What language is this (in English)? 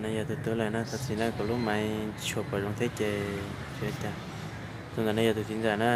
Hmong